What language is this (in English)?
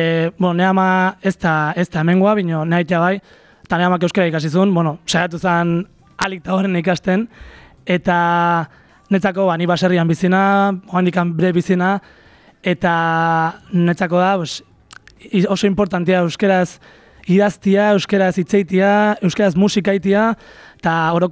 Basque